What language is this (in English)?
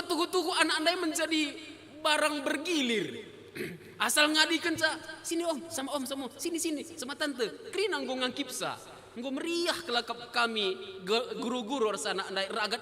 Batak Karo